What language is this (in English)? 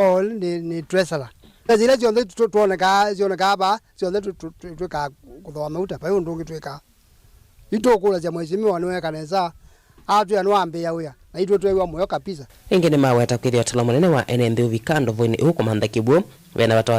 Kamba